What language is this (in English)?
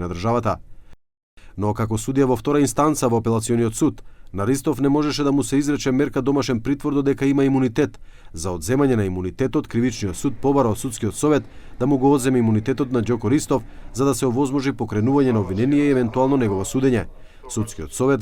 Macedonian